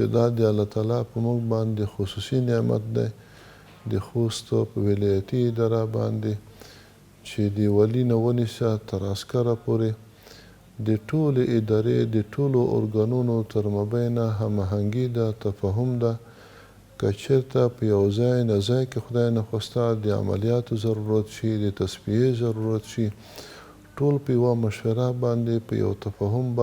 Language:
Pashto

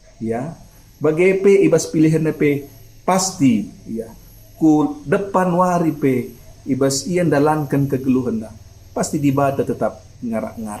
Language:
Batak Karo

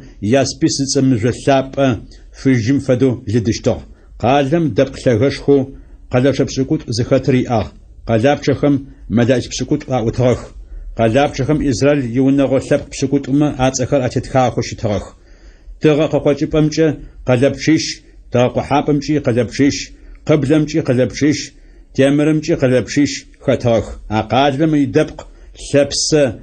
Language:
Adyghe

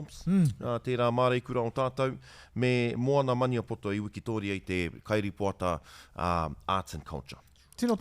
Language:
Māori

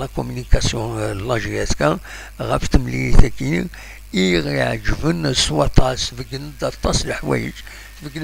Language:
Kabyle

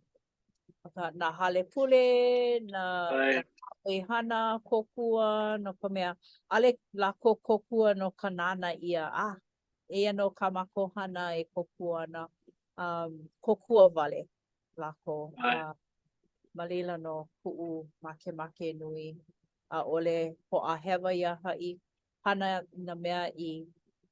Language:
Hawaiian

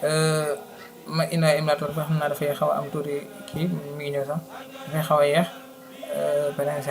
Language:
Wolof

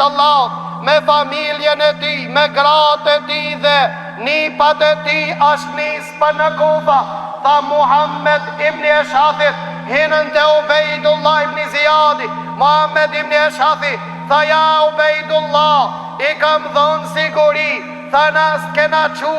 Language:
Albanian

